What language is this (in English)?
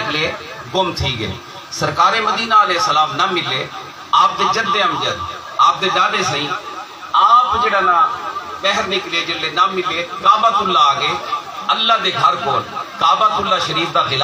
Saraiki